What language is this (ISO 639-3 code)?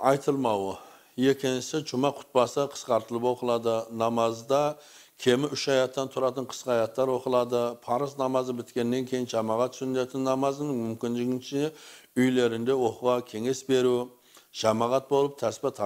kaz